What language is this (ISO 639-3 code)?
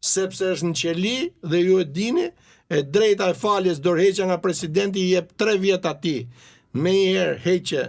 sqi